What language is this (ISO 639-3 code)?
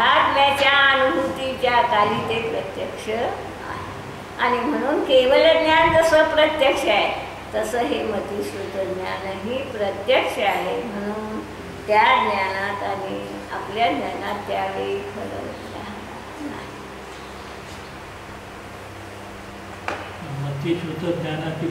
mar